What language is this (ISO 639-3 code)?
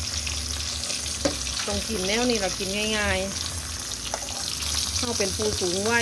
lao